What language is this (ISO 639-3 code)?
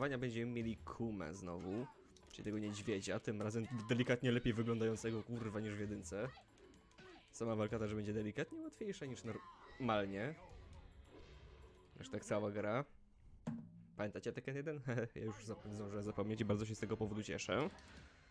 pol